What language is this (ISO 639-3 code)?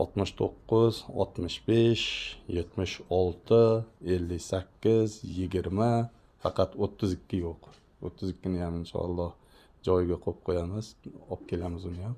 uzb